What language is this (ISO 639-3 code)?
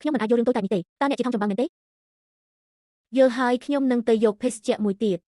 khm